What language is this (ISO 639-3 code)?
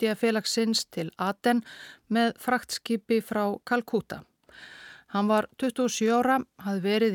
isl